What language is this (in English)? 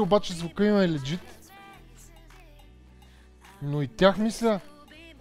Bulgarian